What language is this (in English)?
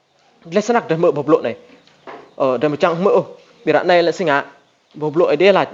Rade